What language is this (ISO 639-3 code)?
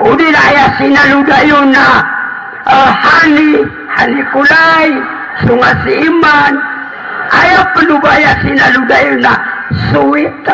mrw